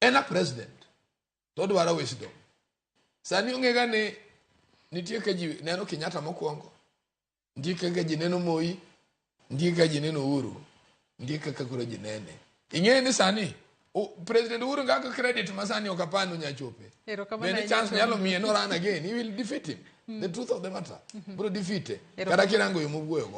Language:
Luo (Kenya and Tanzania)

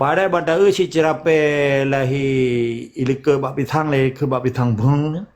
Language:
Achinese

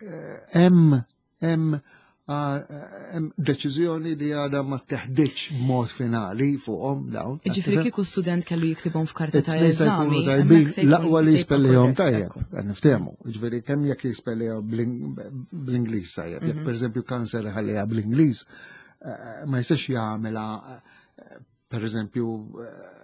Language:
Maltese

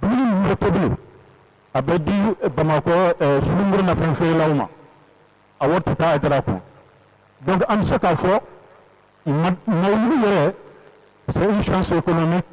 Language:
Bambara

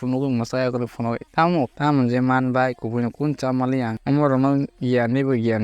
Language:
Kok Borok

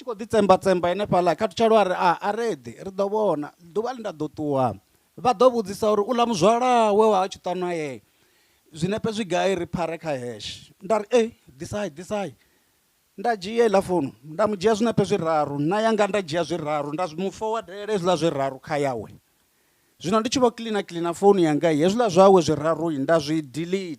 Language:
Venda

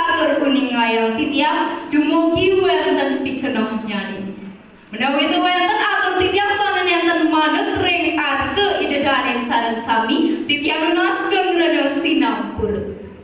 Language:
Balinese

